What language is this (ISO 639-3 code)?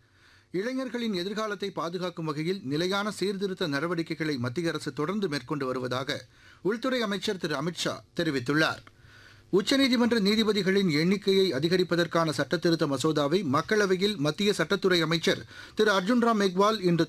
tam